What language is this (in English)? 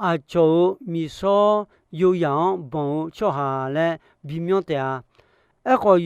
Akha